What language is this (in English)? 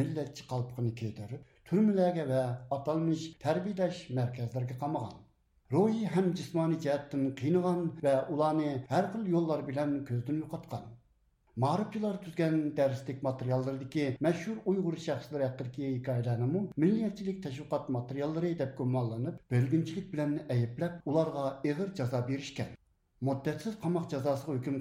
Uyghur